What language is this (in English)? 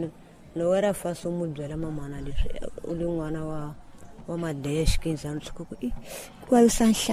Tsonga